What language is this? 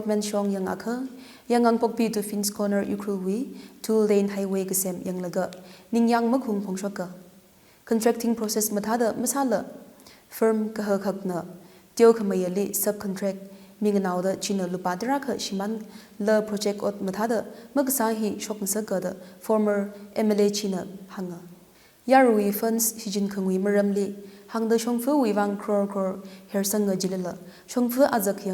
Tangkhul Naga (India)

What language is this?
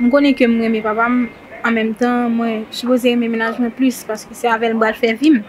Haitian Creole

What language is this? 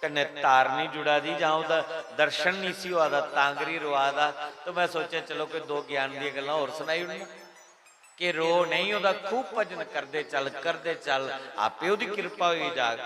Dogri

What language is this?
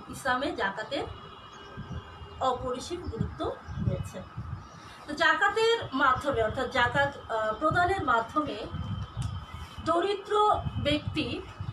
Bangla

